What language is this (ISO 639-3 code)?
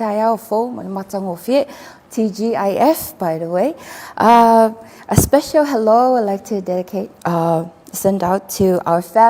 smo